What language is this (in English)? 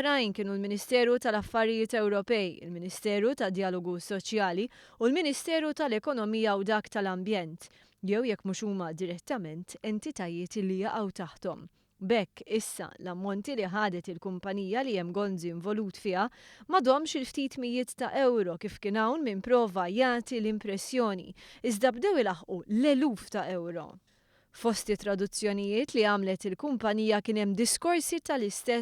Maltese